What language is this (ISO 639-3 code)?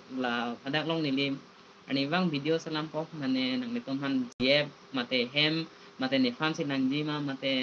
mjw